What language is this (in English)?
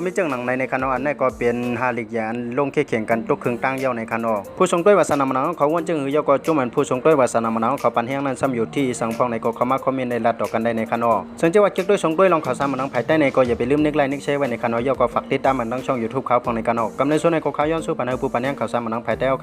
Shan